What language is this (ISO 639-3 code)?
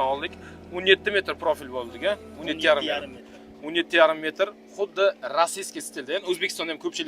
uzb